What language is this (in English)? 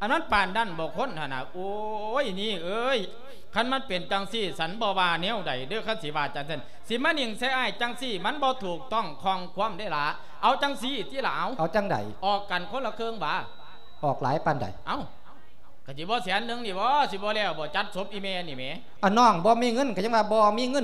Lao